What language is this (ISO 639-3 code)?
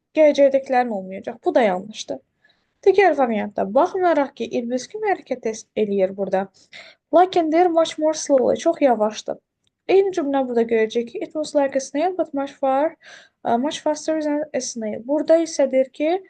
aze